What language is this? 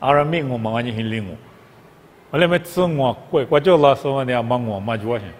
Lisu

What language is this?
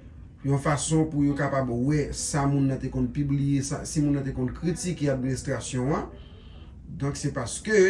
Haitian Creole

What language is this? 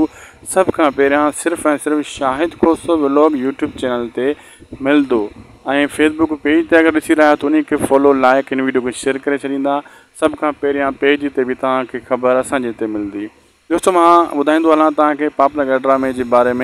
Sindhi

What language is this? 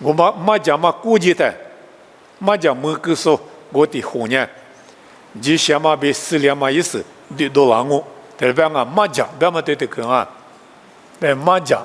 Lisu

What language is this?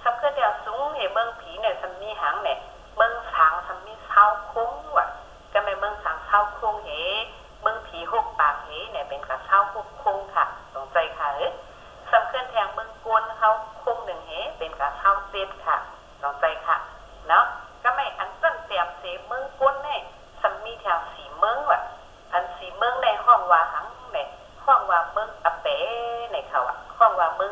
Shan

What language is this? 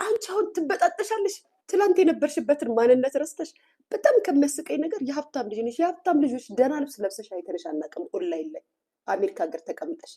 Amharic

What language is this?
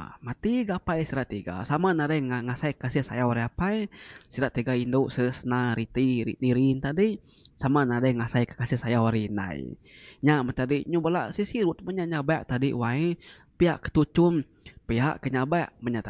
Iban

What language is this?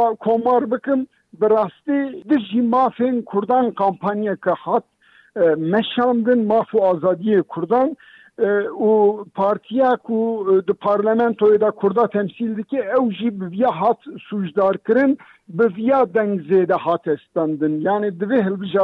Kurdish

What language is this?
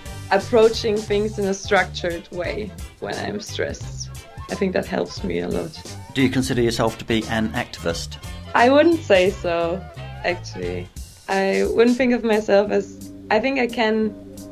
English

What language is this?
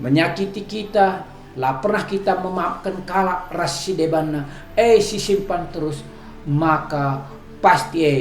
Batak Karo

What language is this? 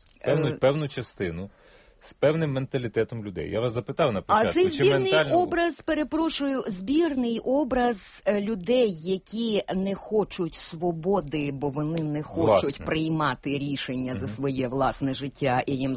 Ukrainian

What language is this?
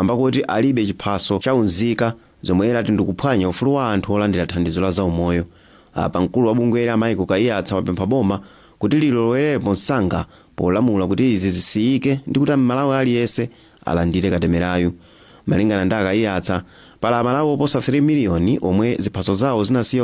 Nyanja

